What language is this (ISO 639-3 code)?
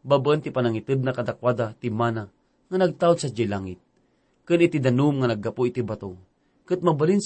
ilo